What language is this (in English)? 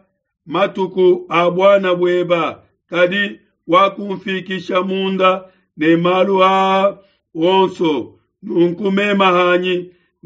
Luba-Lulua